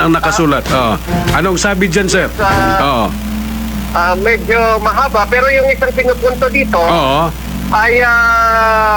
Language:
Filipino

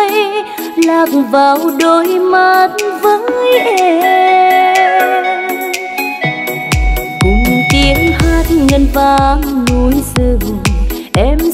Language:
Vietnamese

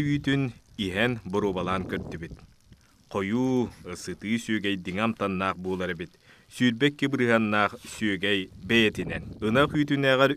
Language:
Yakut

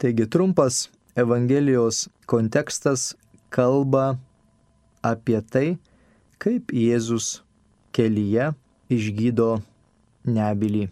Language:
Lithuanian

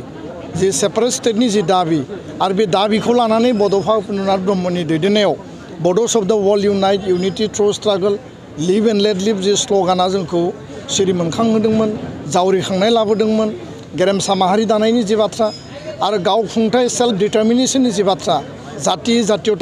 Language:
Bodo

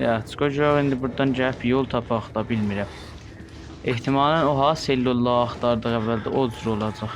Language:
South Azerbaijani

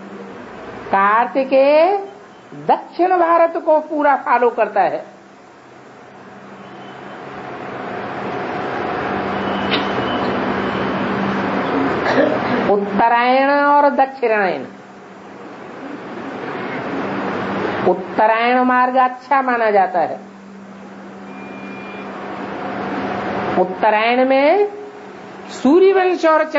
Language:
Hindi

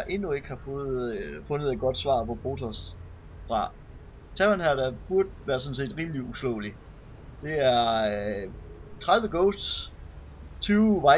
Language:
Danish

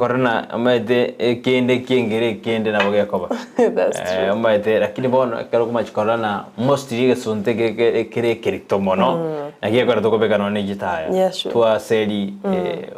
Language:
Gusii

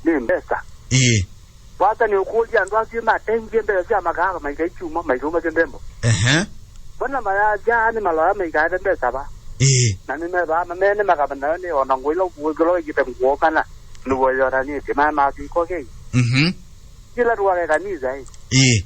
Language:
Kamba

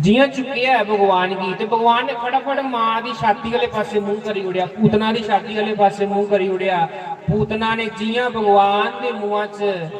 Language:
Dogri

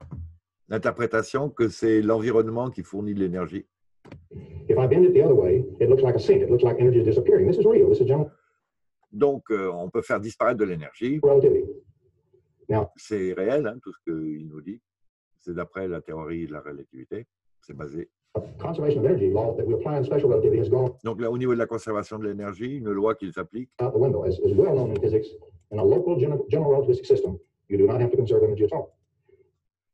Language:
French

